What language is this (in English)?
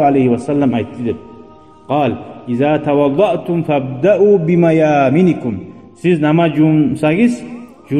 Kumyk